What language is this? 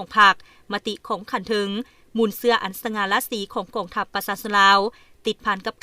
Lao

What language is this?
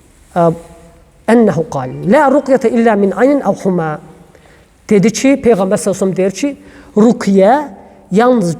Azerbaijani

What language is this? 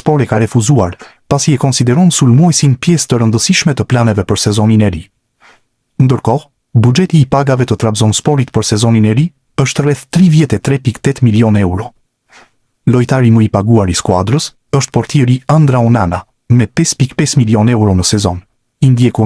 Albanian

